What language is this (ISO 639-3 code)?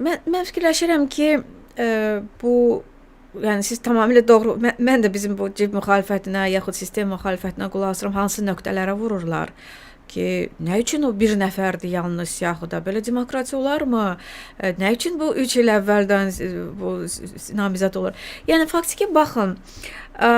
aze